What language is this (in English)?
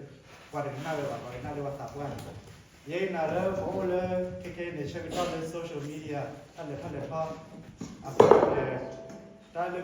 S'gaw Karen